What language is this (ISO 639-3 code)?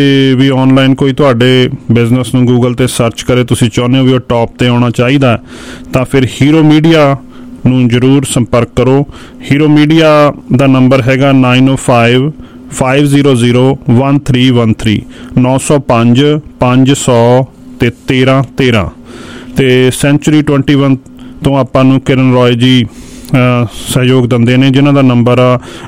pan